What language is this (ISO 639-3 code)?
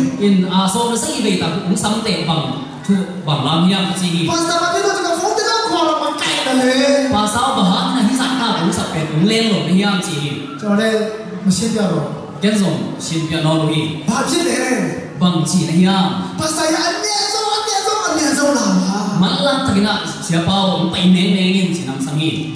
ctd